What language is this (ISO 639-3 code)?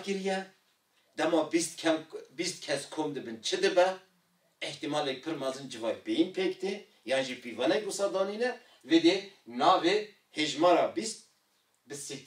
kur